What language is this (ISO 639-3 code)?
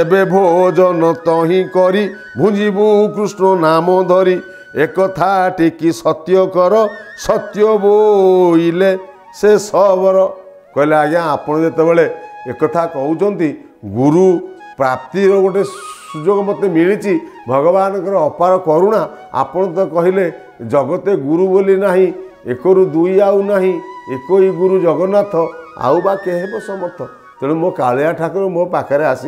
ori